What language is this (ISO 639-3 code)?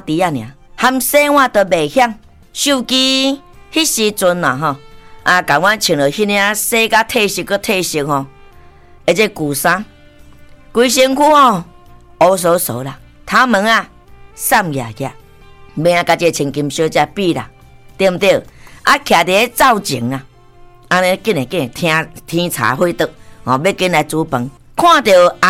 nan